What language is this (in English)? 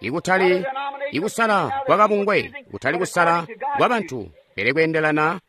Tonga (Zambia)